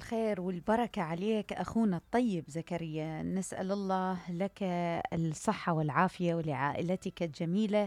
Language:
Mesopotamian Arabic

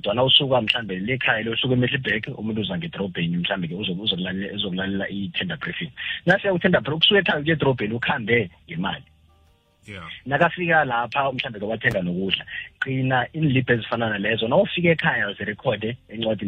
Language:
South Ndebele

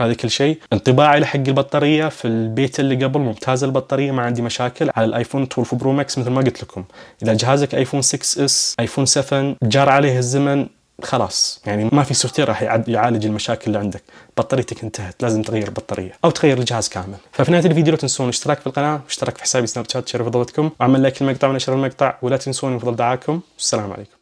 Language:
Najdi Arabic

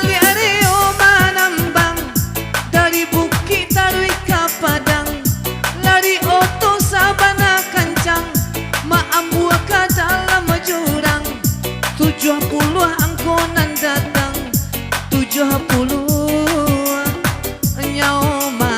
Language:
Minangkabau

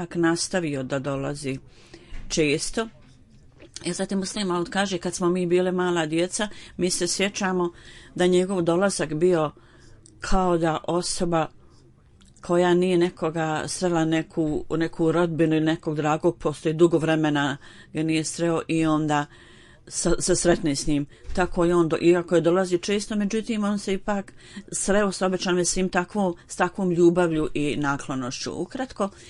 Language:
Bosnian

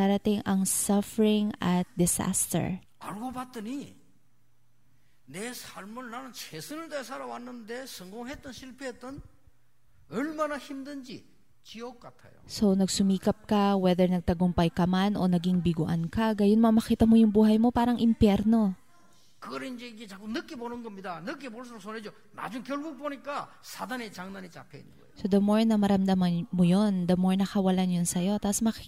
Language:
Filipino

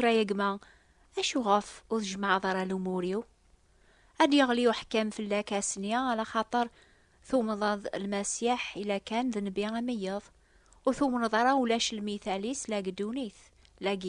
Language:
Kabyle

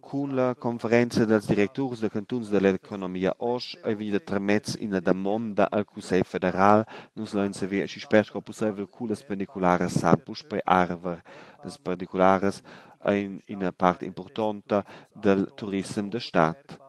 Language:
Romansh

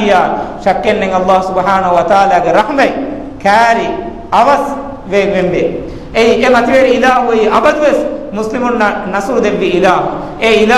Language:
Divehi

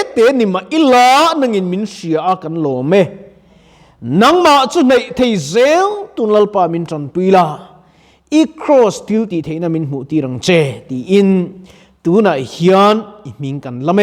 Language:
Mizo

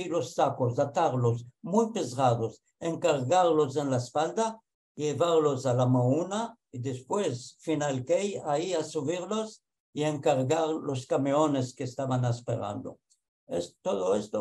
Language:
Ladino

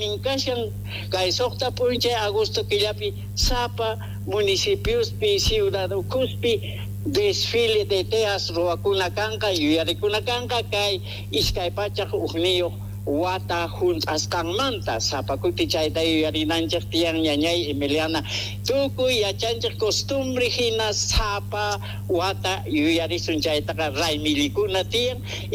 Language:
Quechua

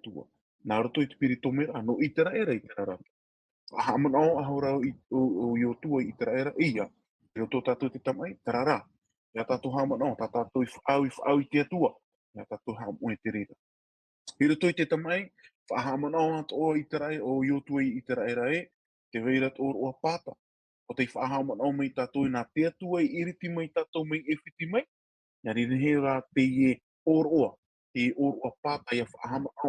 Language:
Tahitian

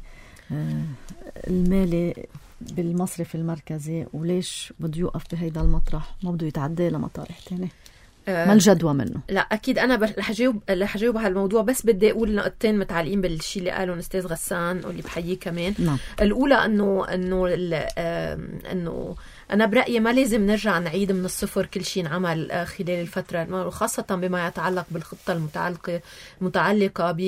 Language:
North Levantine Arabic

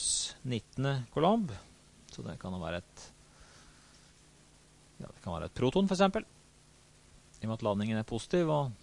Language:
Norwegian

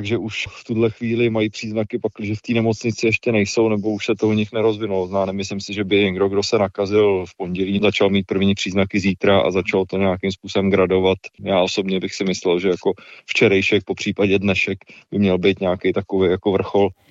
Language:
Czech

